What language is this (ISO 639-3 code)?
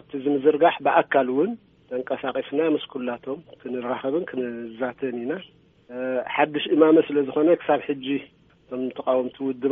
tir